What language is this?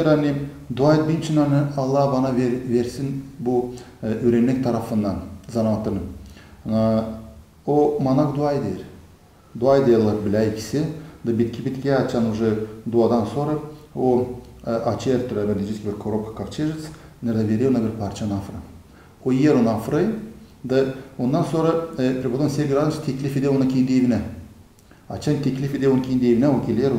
Gagauz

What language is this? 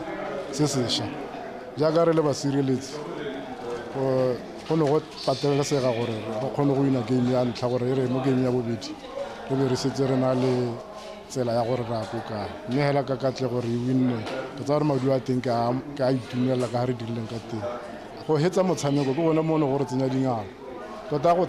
Tswana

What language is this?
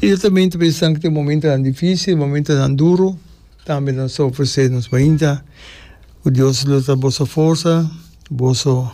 Papiamento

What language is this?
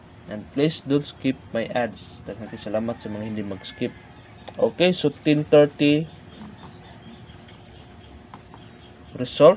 Cebuano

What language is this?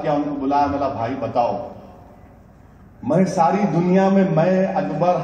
Urdu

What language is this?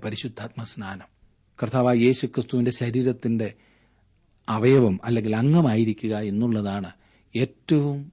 Malayalam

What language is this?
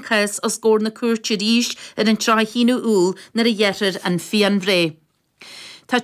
Irish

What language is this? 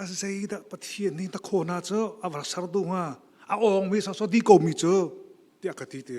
Hakha Chin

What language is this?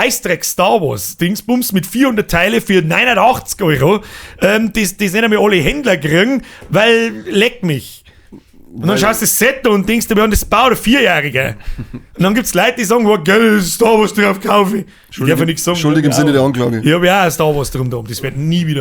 Bavarian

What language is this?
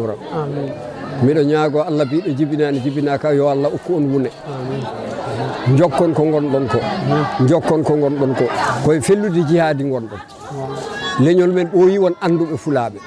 Fula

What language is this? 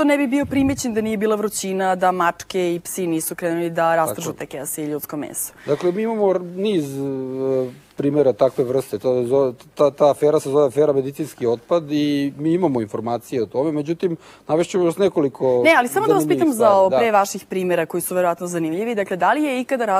Serbian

